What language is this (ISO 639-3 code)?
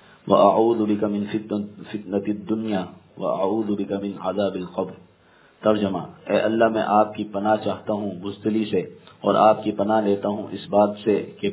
urd